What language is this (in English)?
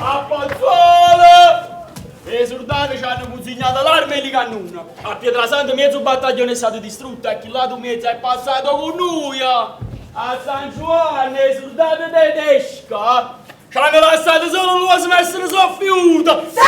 Neapolitan